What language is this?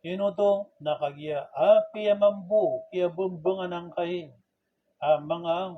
Maranao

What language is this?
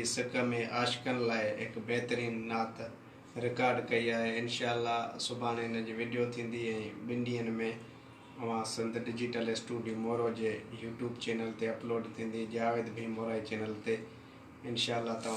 Sindhi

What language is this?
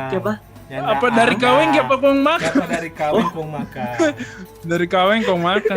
Manado Malay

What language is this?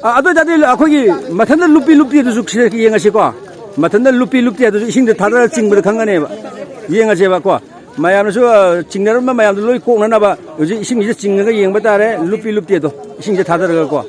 Manipuri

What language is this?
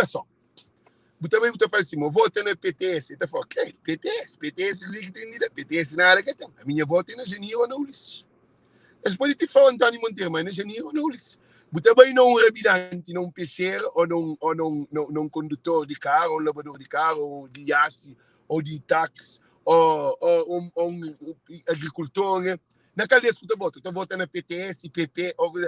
Kabuverdianu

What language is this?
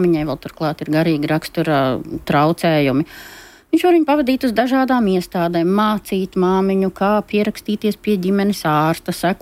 Latvian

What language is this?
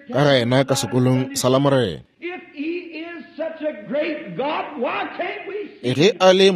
Northern Sotho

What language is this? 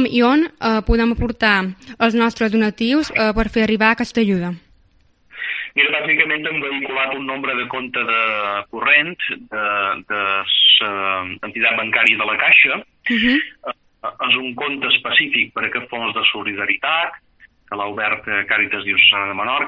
Catalan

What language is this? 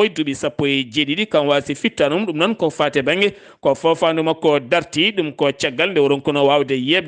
Fula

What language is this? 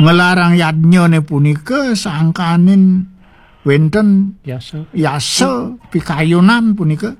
Balinese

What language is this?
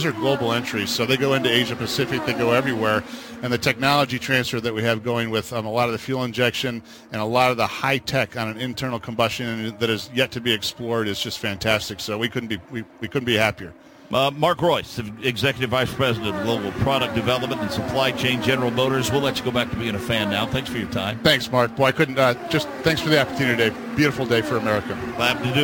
English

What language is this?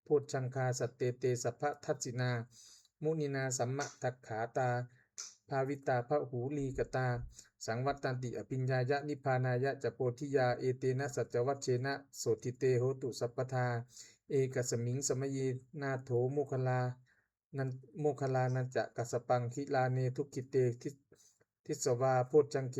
Pali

